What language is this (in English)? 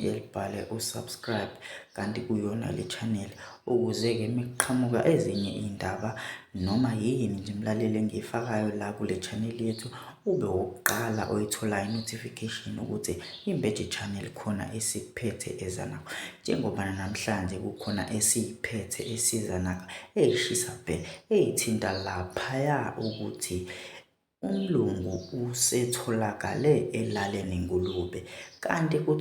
Zulu